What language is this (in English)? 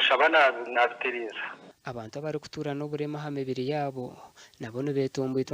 Nyankole